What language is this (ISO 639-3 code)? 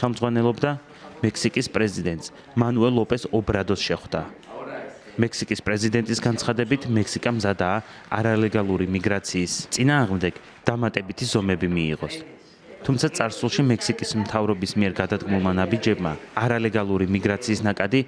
kat